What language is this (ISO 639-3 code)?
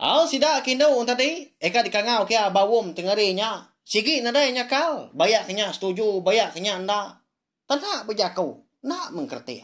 iba